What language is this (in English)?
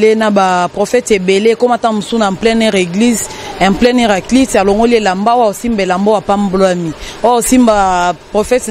Lingala